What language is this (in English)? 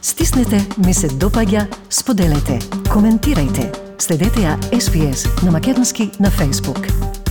Macedonian